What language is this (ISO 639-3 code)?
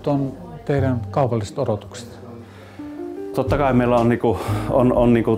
fin